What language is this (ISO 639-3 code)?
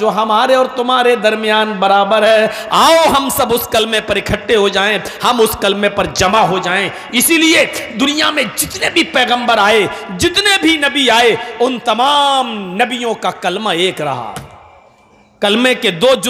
urd